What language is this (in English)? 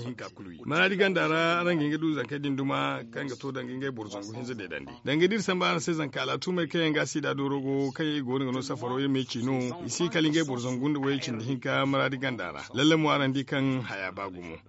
Zarma